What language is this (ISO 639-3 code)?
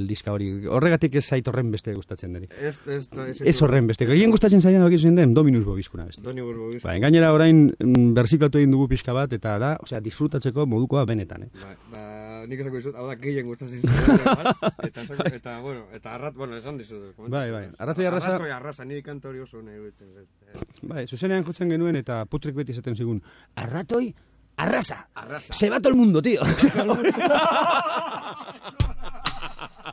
eus